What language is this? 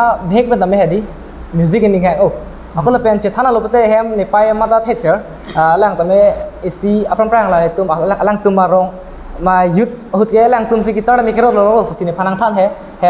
Karbi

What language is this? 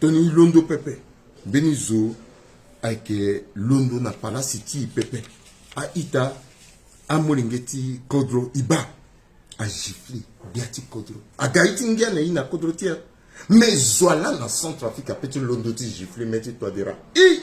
Sango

